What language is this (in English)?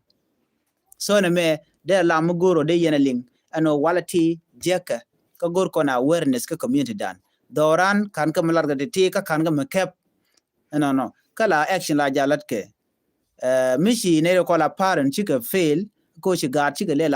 Nuer